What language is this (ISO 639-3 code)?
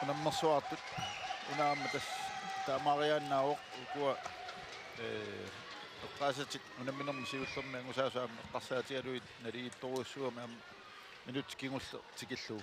kal